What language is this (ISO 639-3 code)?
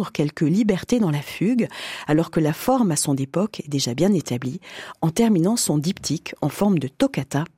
fra